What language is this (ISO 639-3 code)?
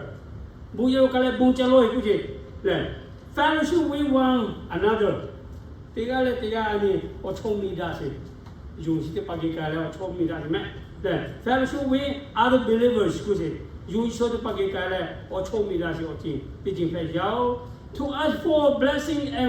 lhu